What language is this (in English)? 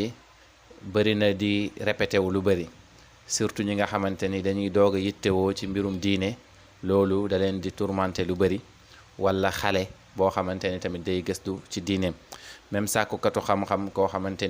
Wolof